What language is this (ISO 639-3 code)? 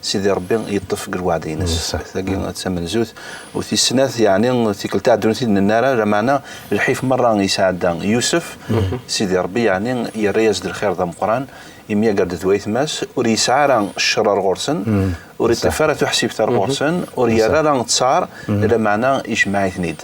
kab